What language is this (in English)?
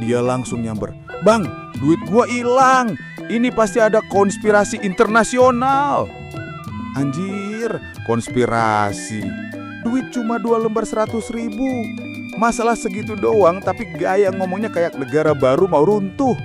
Betawi